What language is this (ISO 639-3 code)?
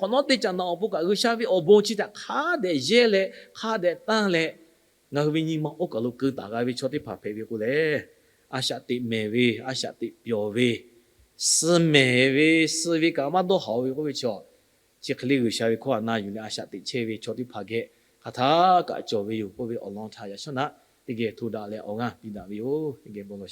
lhu